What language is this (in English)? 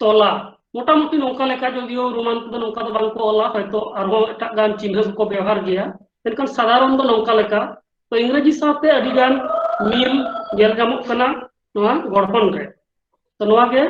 Santali